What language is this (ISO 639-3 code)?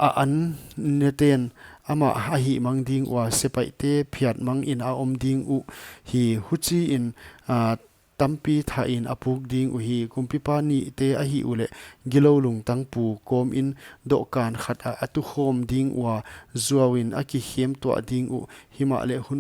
pck